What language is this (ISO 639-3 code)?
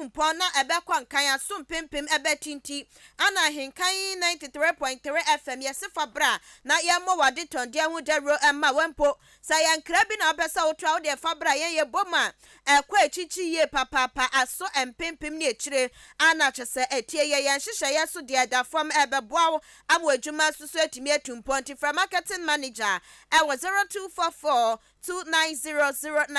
aka